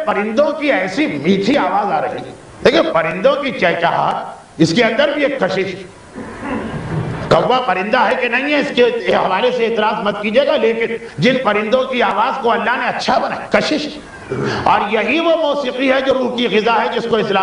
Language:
Urdu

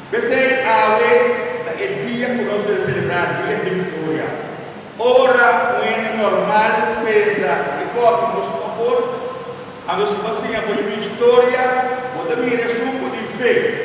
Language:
Papiamento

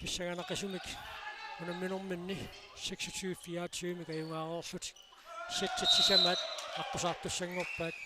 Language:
Kalaallisut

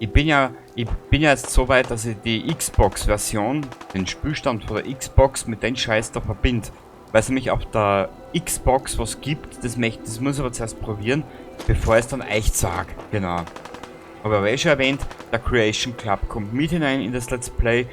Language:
Bavarian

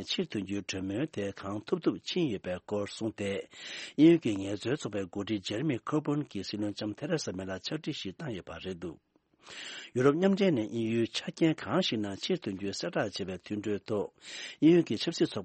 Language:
Tibetan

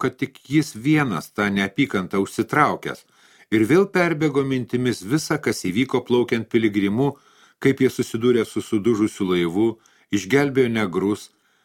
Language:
Lithuanian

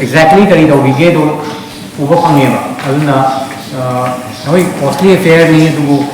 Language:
Manipuri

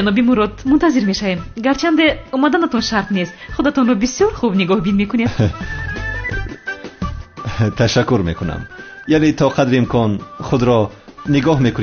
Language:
Tajik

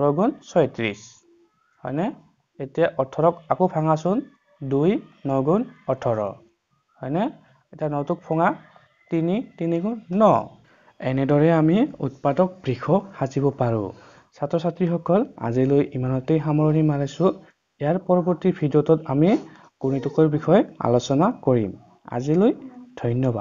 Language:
Assamese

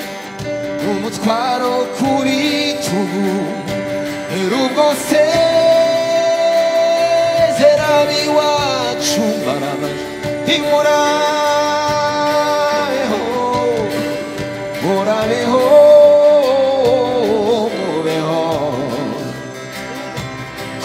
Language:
Kinyarwanda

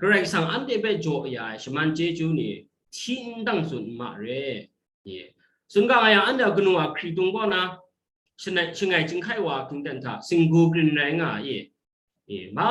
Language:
Kachin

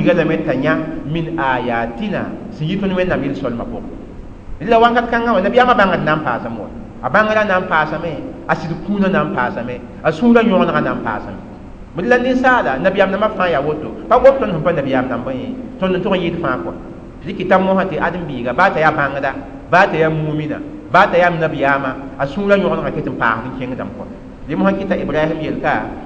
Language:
Mossi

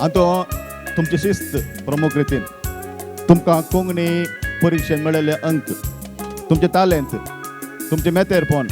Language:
Konkani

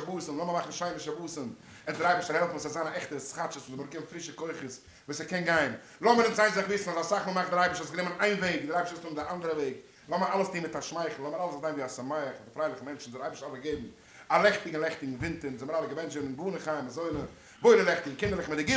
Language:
Yiddish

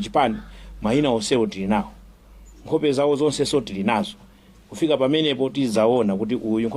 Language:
Nyanja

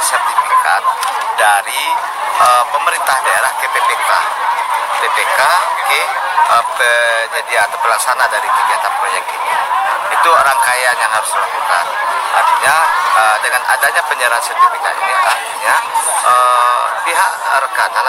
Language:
Indonesian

